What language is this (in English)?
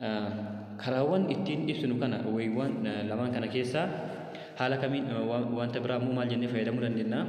Oromo